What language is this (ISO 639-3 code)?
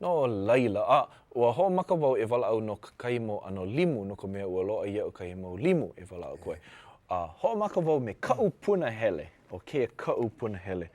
haw